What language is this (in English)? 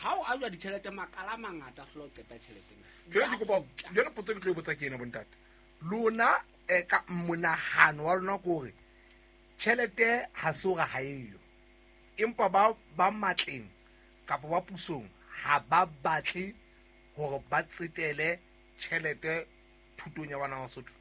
Southern Sotho